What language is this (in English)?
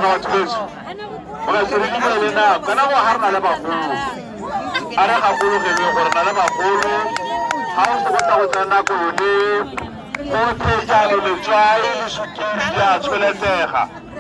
Tswana